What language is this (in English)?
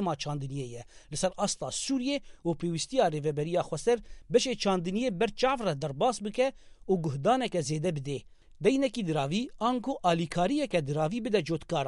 Kurdish